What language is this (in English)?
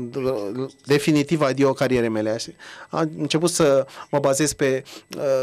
Romanian